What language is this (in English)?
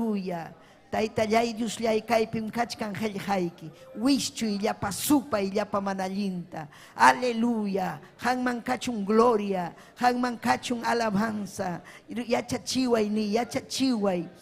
Ayacucho Quechua